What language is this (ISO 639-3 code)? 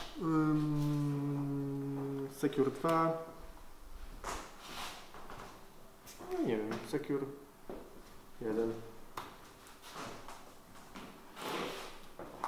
pol